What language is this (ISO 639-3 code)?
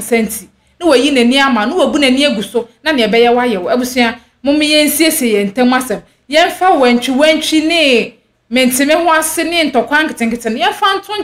aka